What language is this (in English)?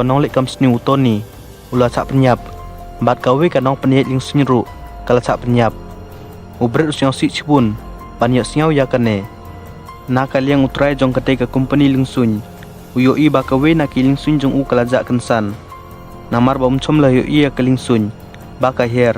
Khasi